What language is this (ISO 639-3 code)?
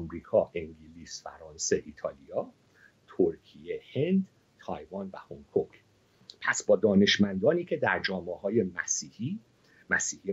fas